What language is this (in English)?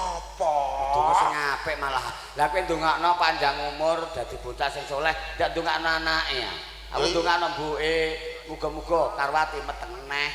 Javanese